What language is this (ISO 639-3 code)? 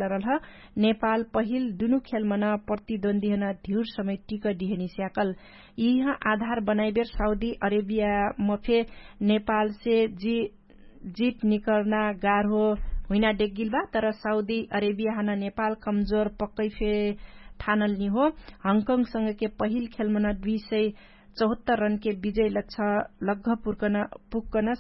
thl